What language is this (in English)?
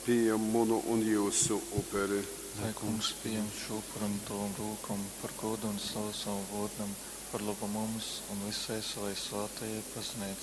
Latgalian